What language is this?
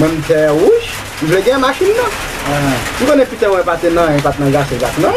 Haitian Creole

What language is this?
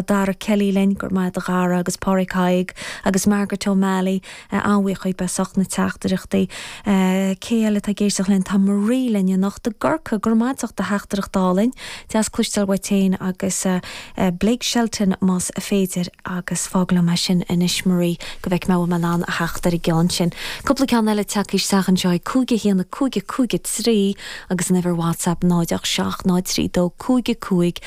Irish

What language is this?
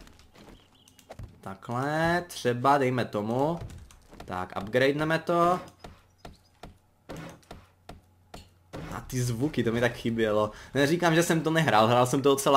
Czech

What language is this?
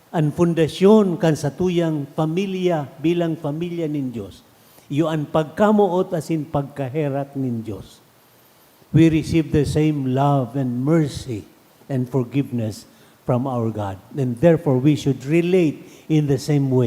Bikol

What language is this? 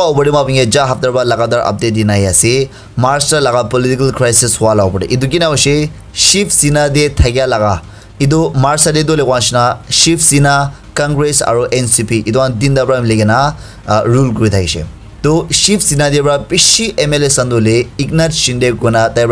Naga Pidgin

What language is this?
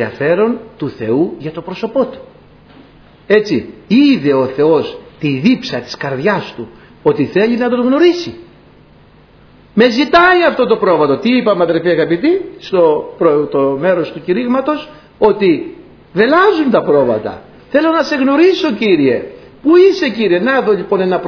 Greek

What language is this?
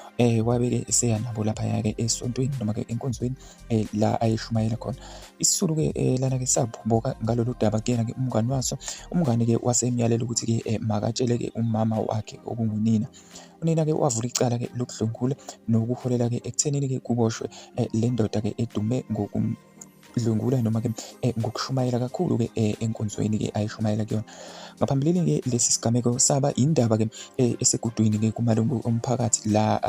Zulu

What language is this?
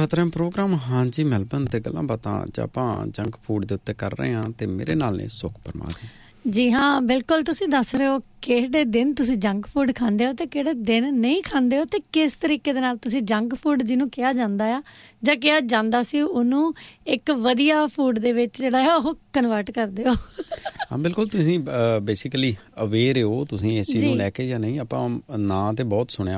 Punjabi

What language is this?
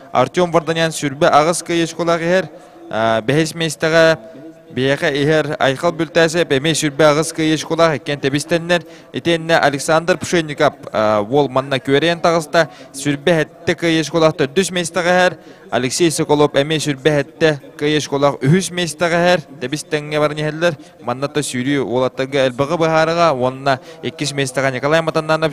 Yakut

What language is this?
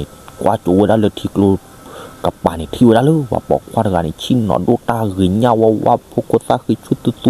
S'gaw Karen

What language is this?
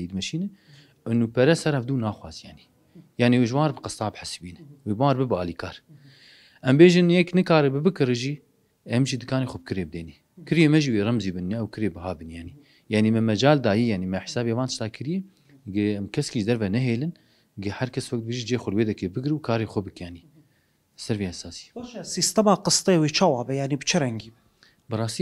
Kurdish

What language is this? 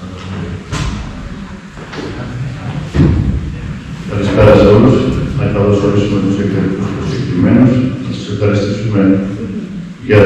Greek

